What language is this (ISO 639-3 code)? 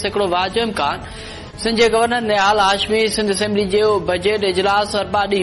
snd